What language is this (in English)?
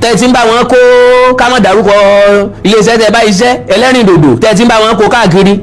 Yoruba